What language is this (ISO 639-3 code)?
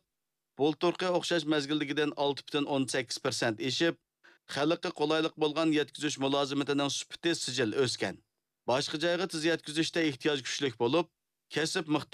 uig